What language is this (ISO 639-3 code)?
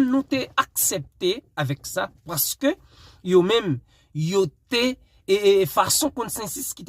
hat